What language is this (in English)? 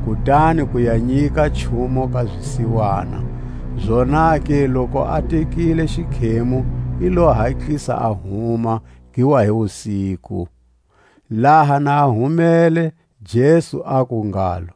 Tswa